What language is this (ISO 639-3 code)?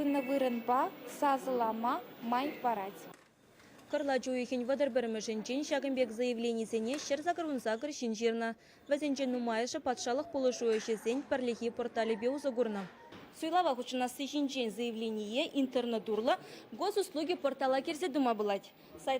chv